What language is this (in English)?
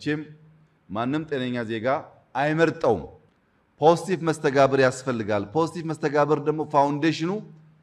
Amharic